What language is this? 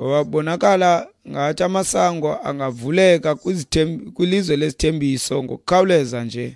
Xhosa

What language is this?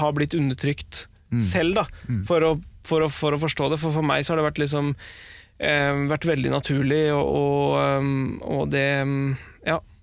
Norwegian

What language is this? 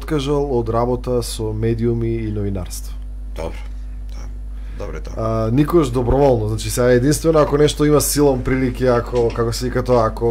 Macedonian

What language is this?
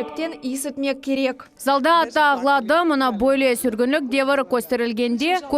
Crimean Tatar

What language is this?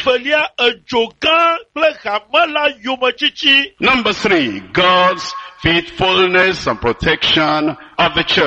Ewe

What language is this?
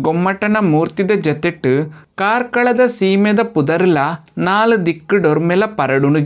Tulu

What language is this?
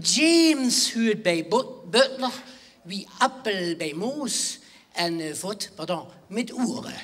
Limburgish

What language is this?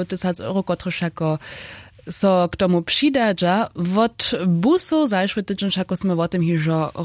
Upper Sorbian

